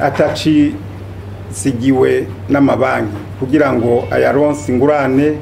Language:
Rundi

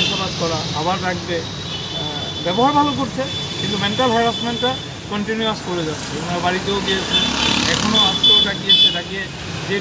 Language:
Bangla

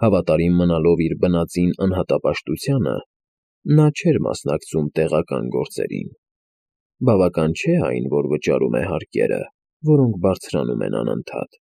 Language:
Armenian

